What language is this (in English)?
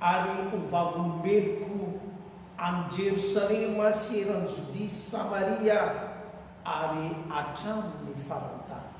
Malagasy